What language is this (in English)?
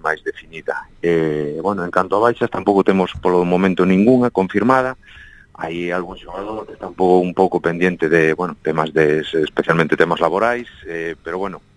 Galician